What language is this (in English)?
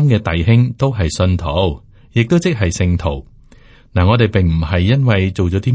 Cantonese